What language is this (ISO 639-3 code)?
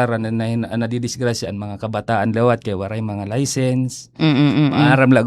war